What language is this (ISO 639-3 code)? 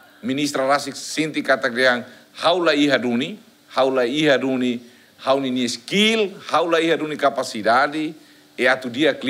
tet